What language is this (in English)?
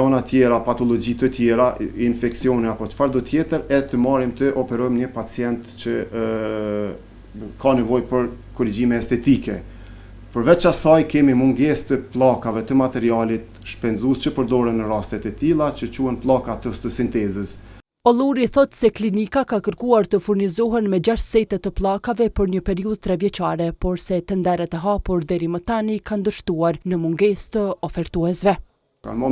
Albanian